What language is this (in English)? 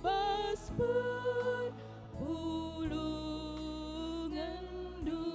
Batak Karo